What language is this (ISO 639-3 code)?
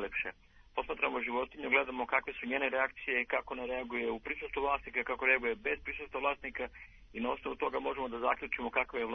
srp